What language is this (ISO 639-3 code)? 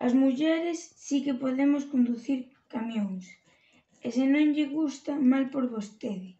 glg